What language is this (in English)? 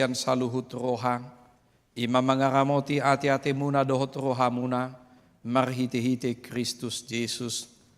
Batak Toba